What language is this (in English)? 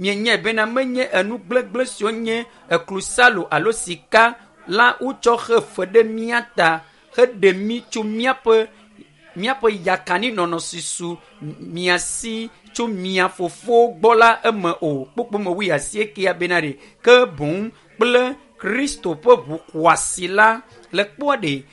Ewe